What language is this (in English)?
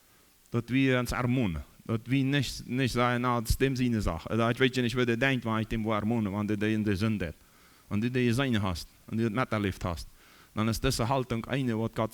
Plautdietsch